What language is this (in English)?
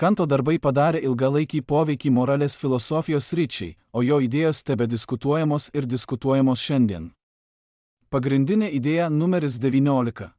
Lithuanian